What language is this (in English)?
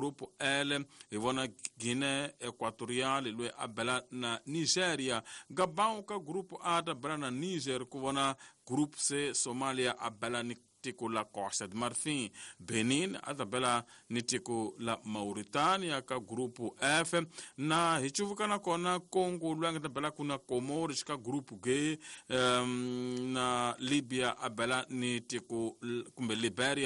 Tsonga